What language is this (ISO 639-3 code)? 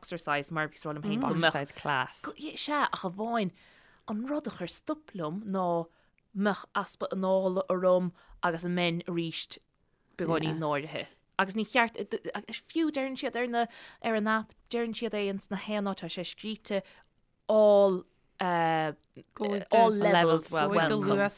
gle